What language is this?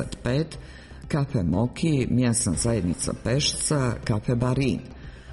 Serbian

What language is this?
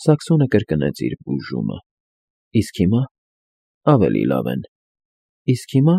Armenian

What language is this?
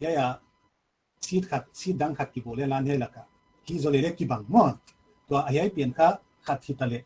Paite Chin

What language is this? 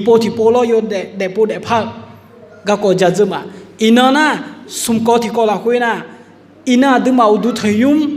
Akha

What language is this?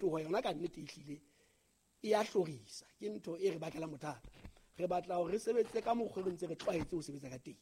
Southern Sotho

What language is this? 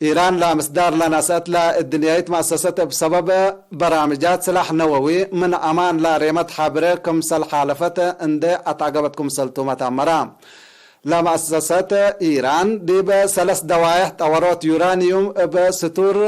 Tigre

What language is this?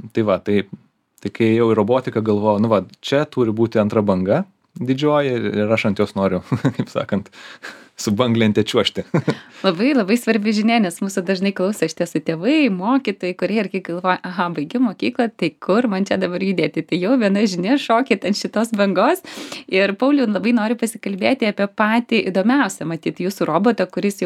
Lithuanian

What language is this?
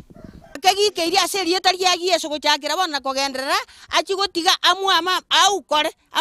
Gusii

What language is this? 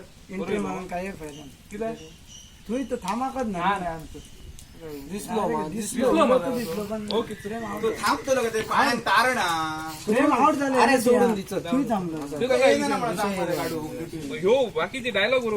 Konkani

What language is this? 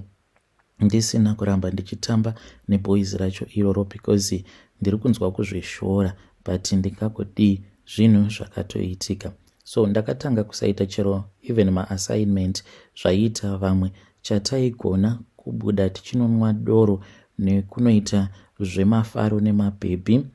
Shona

